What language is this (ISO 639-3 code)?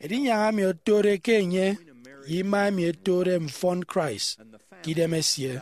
efi